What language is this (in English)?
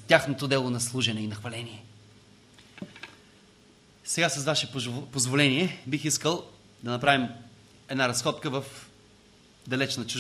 Bulgarian